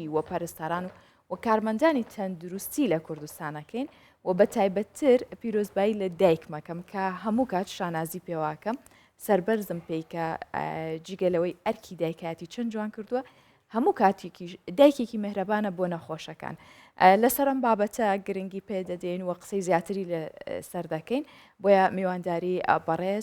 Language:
Central Kurdish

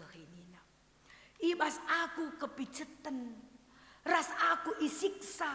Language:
Batak Karo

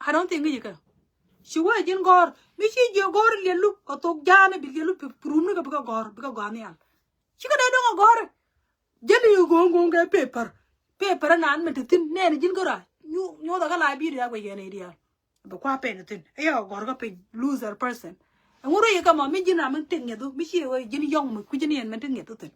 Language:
Nuer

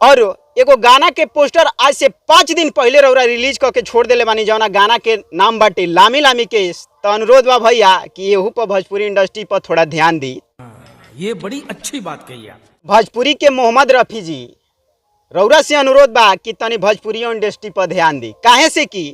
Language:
Bhojpuri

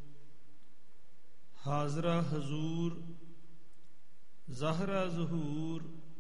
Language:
Punjabi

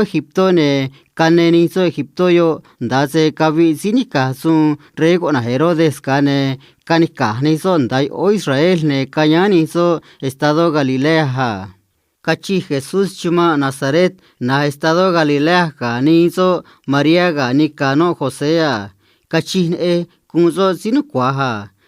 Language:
Copala Triqui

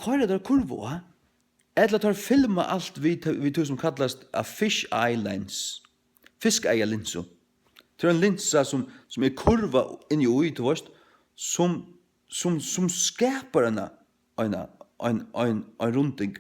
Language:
Faroese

